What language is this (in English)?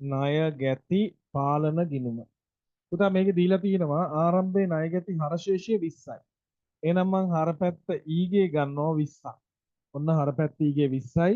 Sinhala